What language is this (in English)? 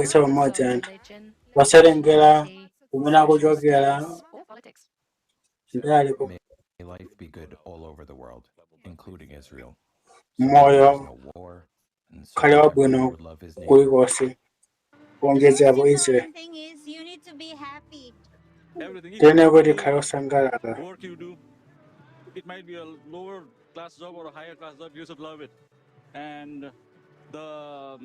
Nyanja